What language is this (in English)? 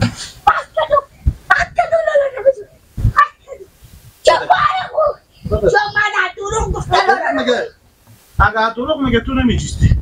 Persian